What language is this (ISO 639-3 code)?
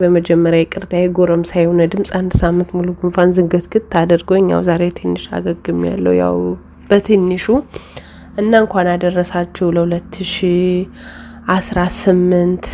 amh